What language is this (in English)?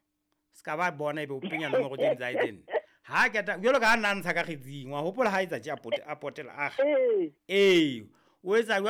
Southern Sotho